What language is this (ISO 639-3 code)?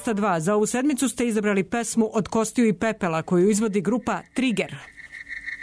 srp